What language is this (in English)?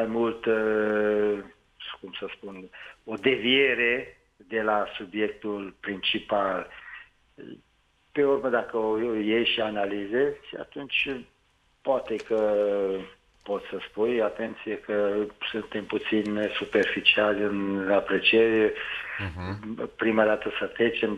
Romanian